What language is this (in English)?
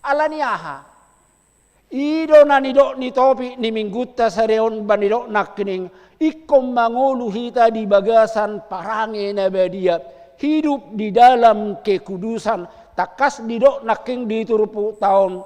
Batak Toba